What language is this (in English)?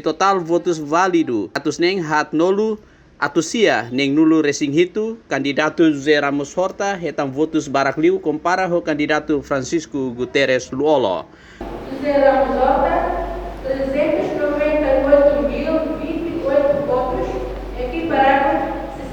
Tetum